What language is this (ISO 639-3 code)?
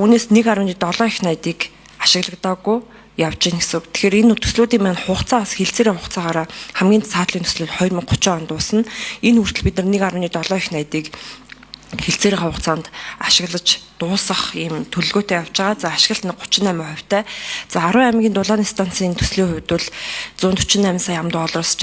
mon